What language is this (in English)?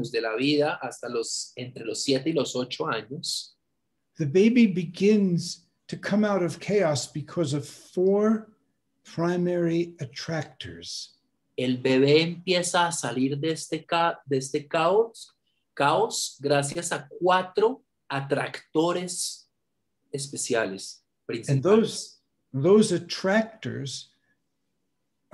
Spanish